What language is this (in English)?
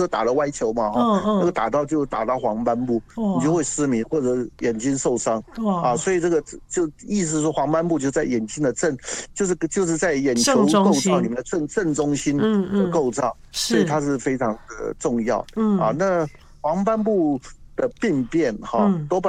Chinese